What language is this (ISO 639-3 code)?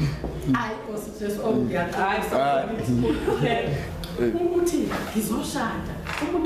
zul